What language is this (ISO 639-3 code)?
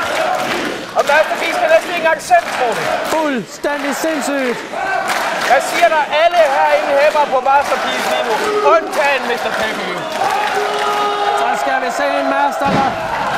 dan